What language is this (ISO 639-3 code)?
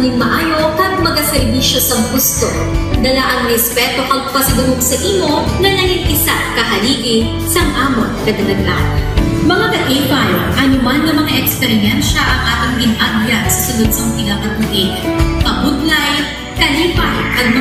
hil